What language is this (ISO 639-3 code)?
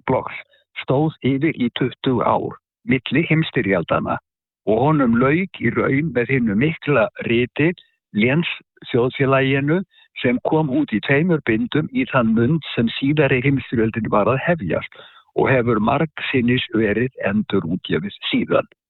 isl